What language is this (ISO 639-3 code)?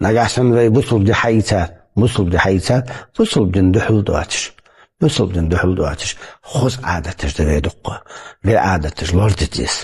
inh